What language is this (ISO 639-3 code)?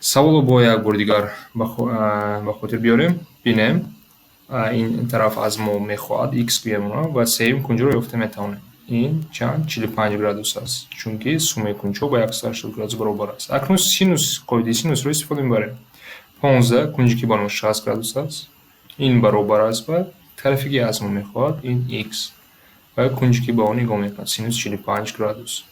tgk